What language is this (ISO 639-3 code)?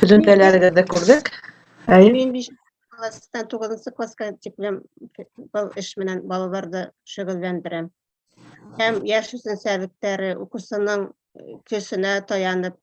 bak